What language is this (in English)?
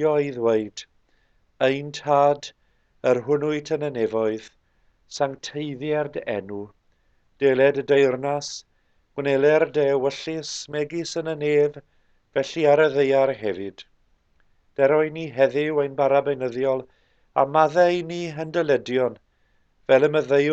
Welsh